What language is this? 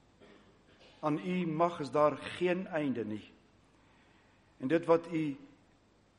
Afrikaans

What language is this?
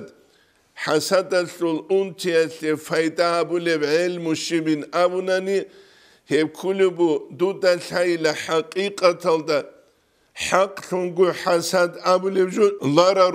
Avaric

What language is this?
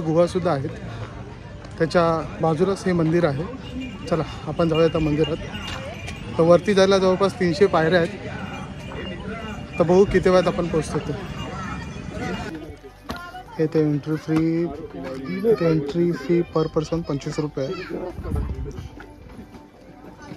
Marathi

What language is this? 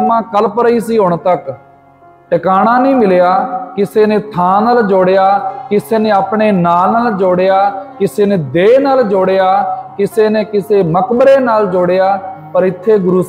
Punjabi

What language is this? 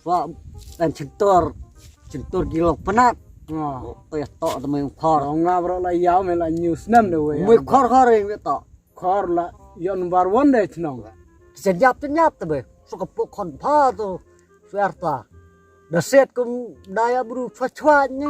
Khasi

